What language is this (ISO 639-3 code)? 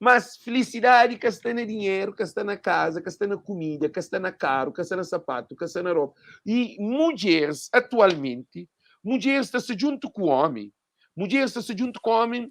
kea